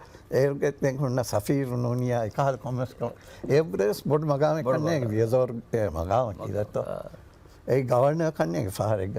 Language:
Divehi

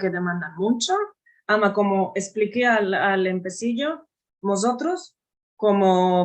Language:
Ladino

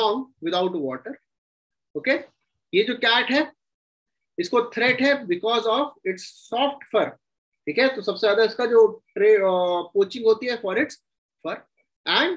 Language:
Hindi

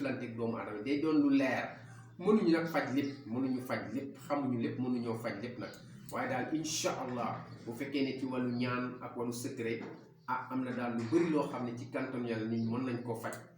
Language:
Wolof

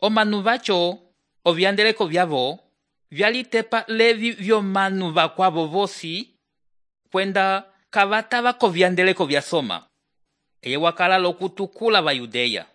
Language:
Umbundu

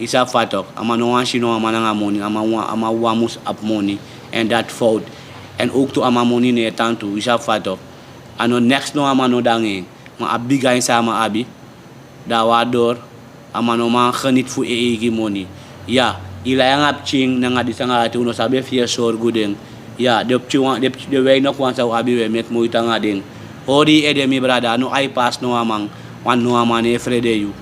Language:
Sranan Tongo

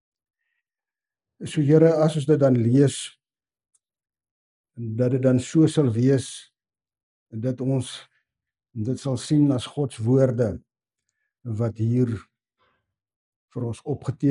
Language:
Afrikaans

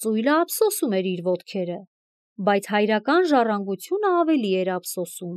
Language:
Armenian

